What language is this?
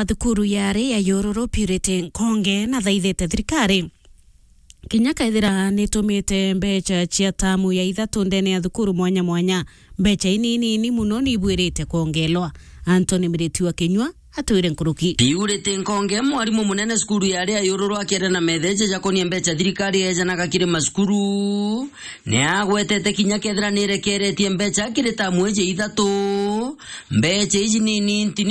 Meru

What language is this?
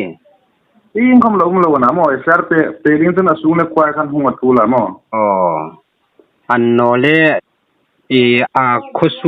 Hmar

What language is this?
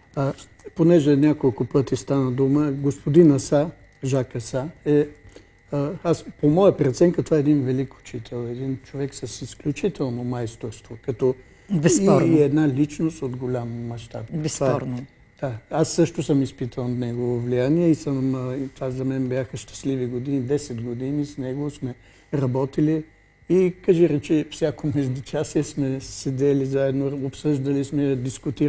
Bulgarian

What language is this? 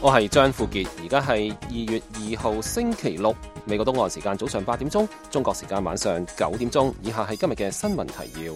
Cantonese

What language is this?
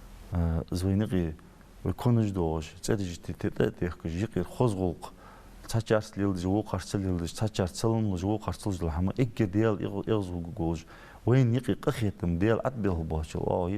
Ingush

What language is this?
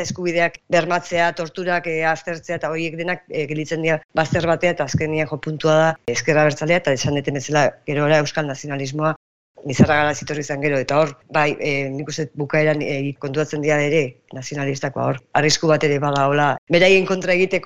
Basque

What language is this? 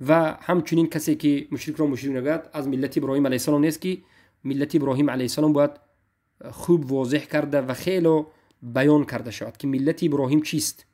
Tajik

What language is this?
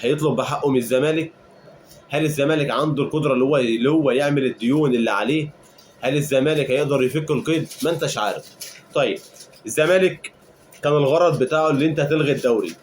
Egyptian Arabic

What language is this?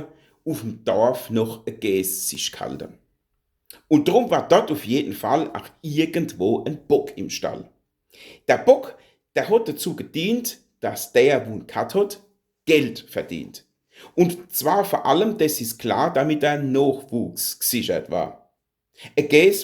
Palatine German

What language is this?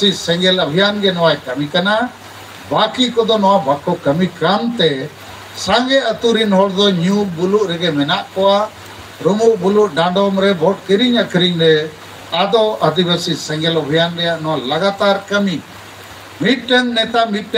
Santali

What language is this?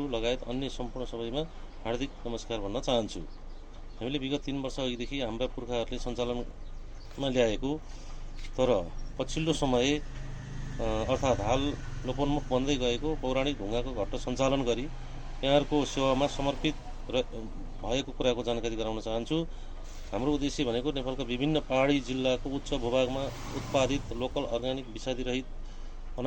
Nepali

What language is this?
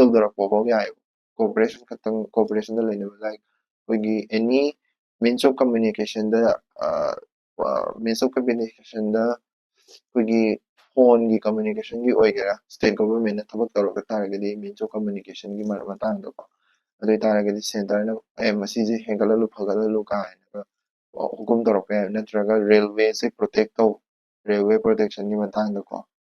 Manipuri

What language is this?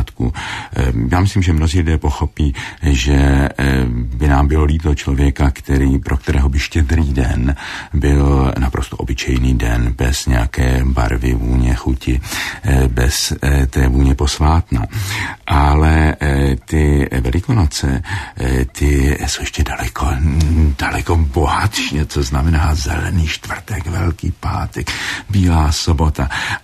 Czech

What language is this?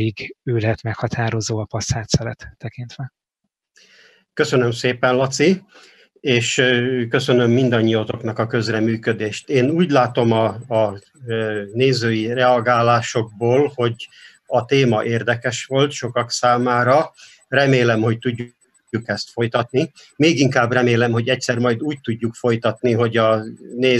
Hungarian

